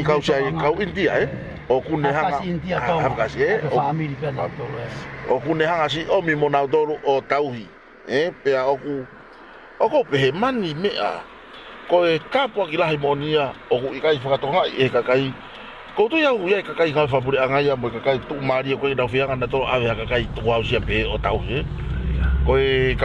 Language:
Tongan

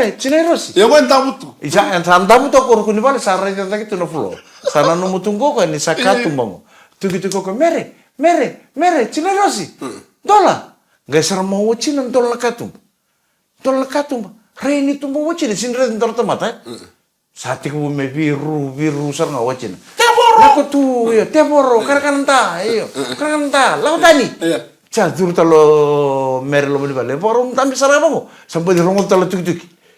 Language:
Fijian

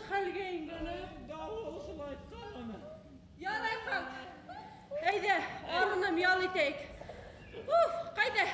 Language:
Bashkir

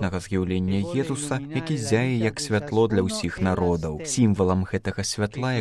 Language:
Belarusian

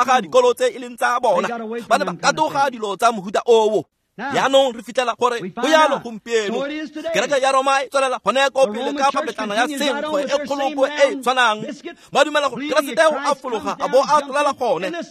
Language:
Tswana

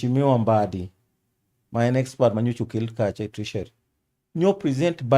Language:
Luo (Kenya and Tanzania)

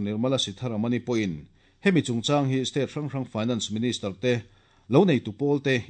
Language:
Mizo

